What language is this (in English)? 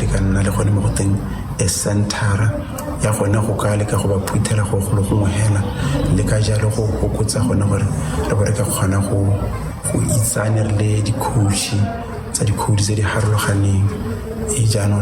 Tswana